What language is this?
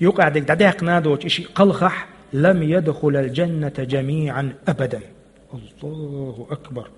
Chechen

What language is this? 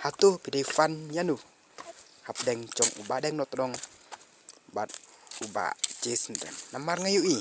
Khasi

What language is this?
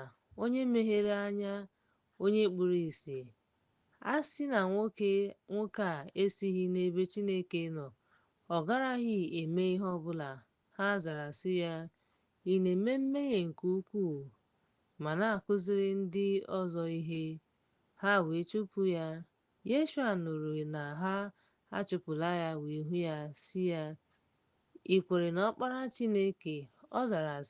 Igbo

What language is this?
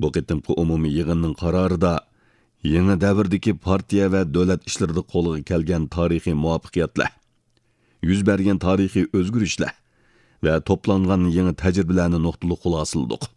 Uyghur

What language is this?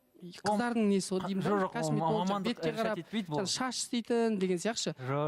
Kazakh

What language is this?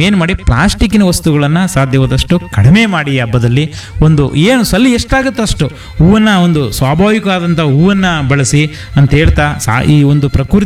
Kannada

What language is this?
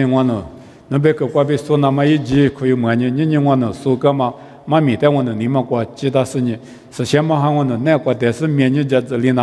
Lisu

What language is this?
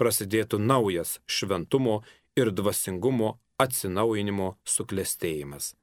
Lithuanian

